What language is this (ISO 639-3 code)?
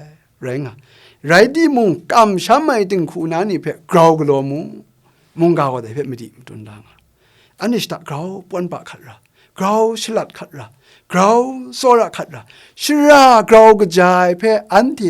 kac